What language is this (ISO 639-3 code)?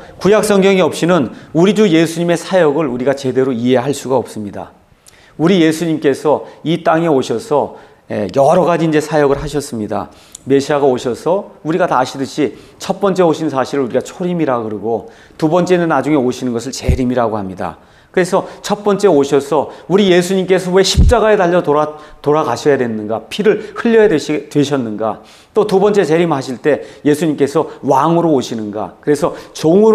kor